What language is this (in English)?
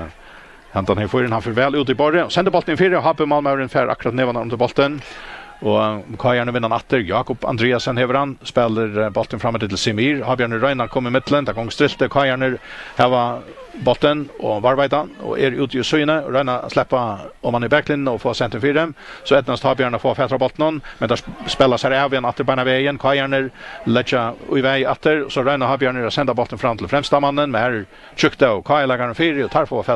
Faroese